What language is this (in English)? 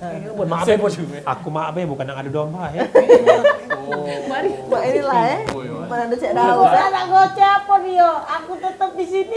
Musi